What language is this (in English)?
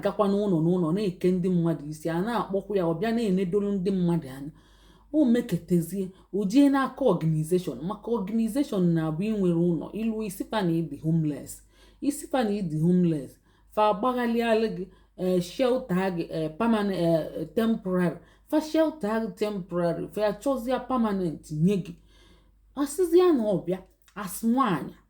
Igbo